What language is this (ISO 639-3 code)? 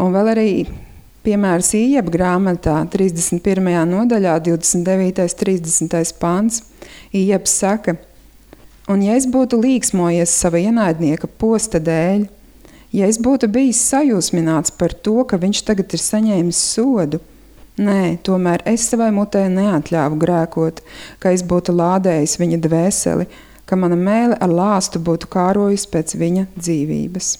lav